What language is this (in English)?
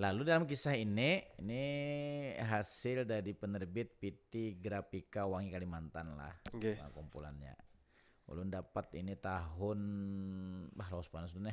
Banjar